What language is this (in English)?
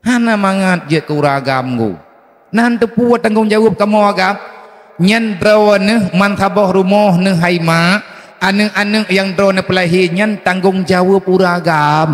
Achinese